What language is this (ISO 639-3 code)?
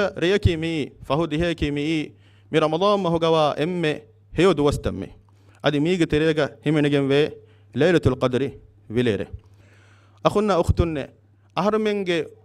div